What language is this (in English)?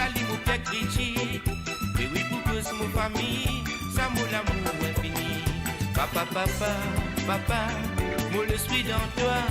Morisyen